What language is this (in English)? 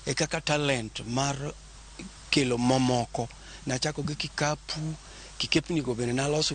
Luo (Kenya and Tanzania)